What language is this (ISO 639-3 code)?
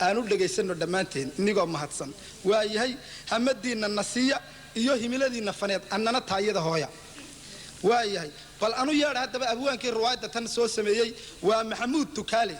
som